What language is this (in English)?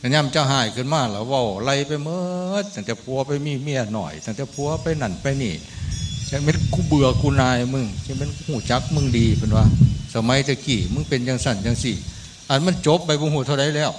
Northeastern Thai